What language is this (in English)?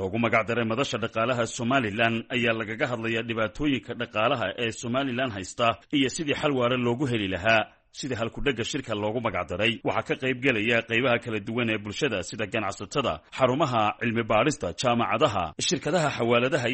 Somali